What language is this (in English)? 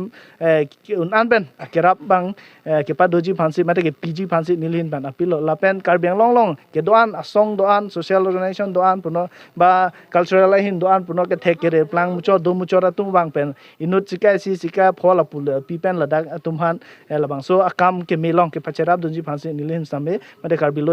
Karbi